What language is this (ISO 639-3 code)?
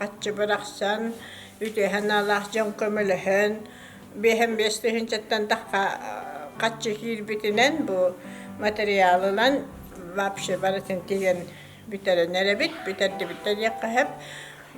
sah